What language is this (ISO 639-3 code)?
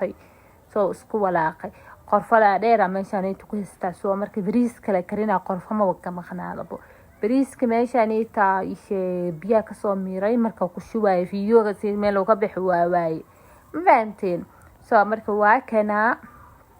som